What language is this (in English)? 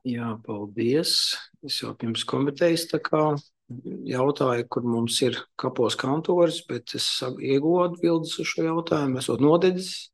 Latvian